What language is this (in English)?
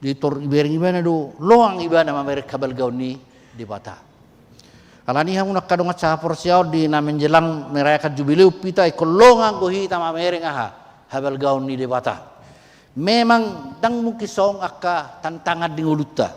Batak Toba